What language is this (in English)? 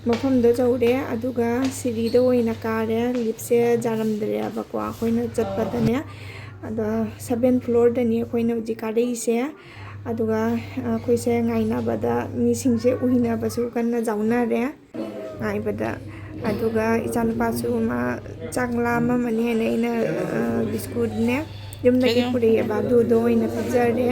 Manipuri